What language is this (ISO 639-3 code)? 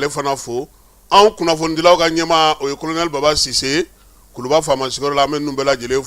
bam